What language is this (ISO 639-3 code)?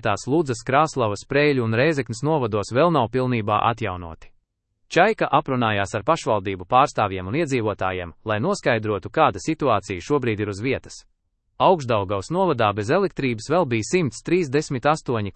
lav